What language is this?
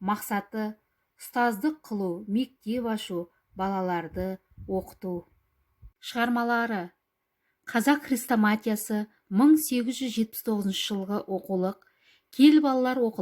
Kazakh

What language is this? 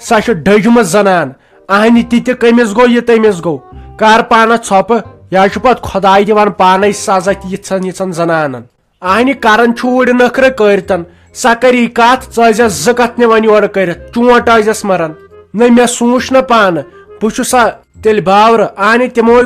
Kashmiri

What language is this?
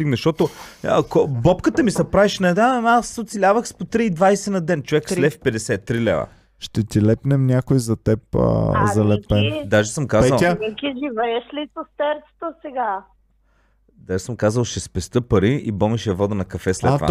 Bulgarian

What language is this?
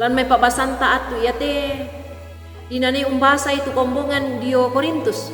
Toraja-Sa'dan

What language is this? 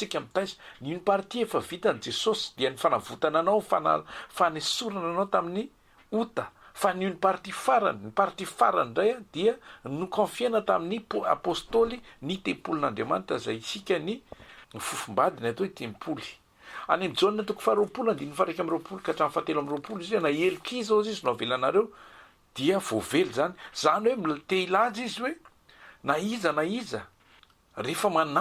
Malagasy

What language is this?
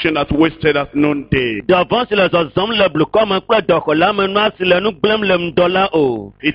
Ewe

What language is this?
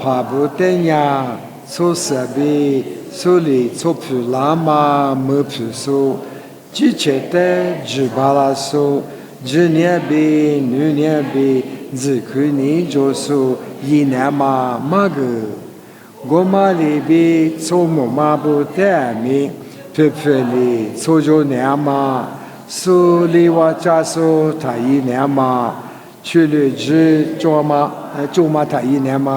Lisu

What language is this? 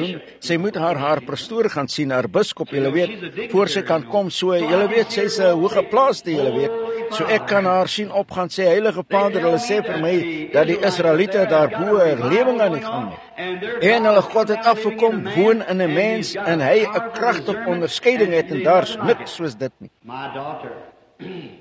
Afrikaans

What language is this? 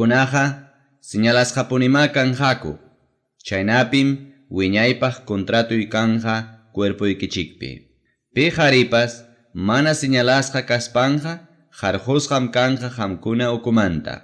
Ayacucho Quechua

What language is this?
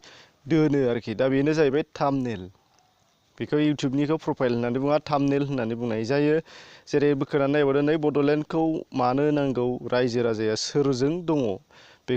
Bodo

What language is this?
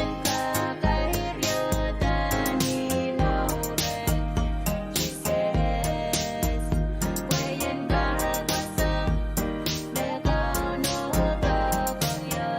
Pohnpeian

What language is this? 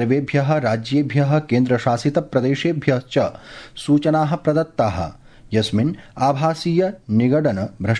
Sanskrit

